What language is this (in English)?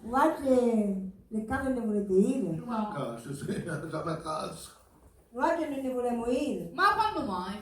Sicilian